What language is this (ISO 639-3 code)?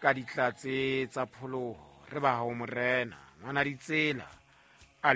sot